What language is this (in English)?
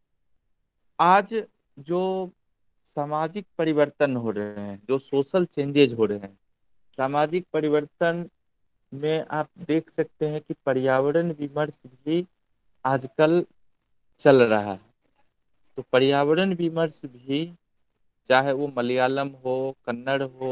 Hindi